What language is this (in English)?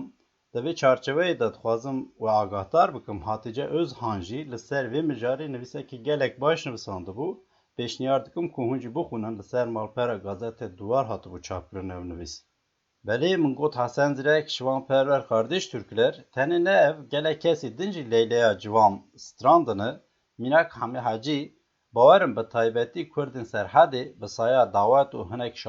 Kurdish